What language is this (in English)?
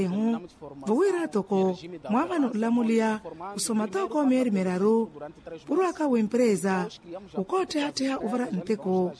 Makhuwa